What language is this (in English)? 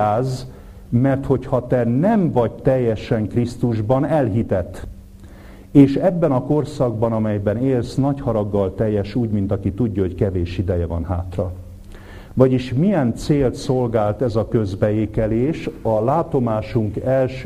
Hungarian